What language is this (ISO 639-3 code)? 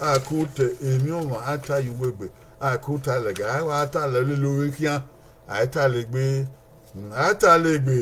bin